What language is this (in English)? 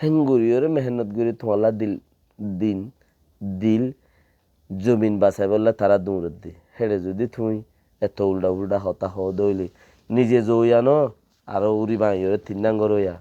Rohingya